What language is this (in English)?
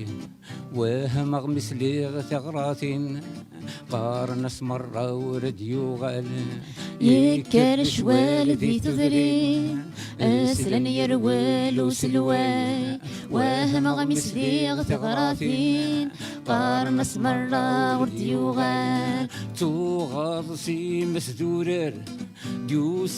Kabyle